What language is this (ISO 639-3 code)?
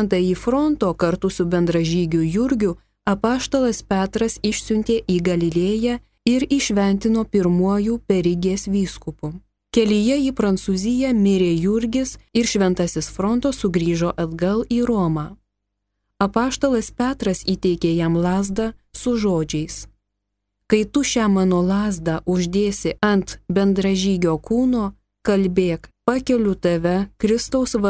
lit